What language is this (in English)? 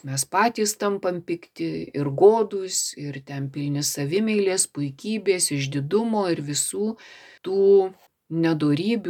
Lithuanian